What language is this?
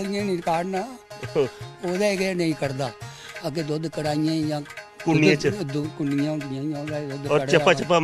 Dogri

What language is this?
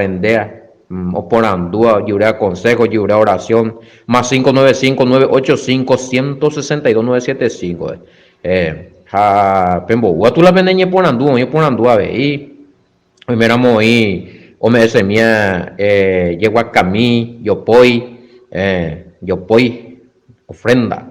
Guarani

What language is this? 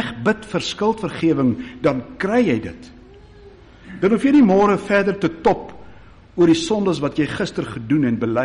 Afrikaans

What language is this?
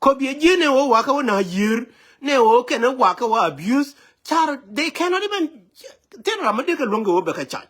Nuer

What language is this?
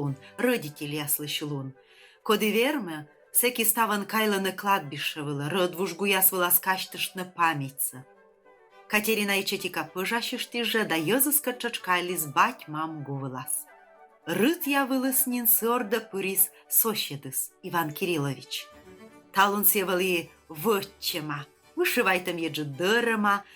Komi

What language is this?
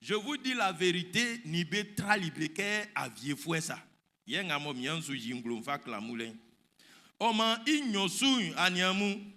Baoulé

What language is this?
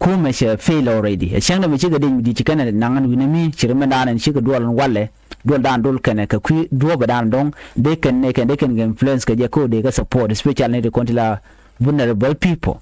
Nuer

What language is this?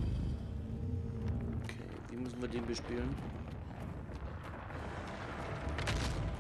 German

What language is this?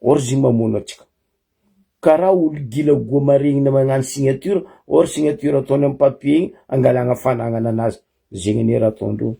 Malagasy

